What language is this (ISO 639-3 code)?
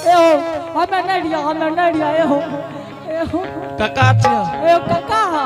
anp